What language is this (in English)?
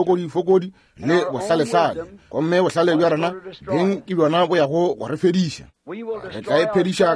Northern Sotho